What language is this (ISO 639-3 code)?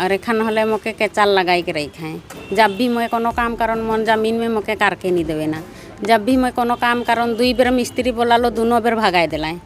sck